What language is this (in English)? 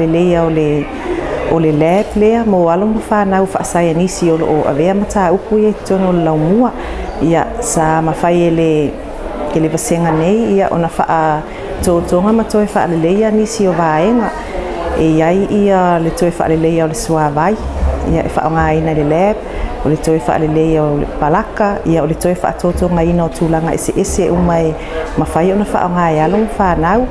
Samoan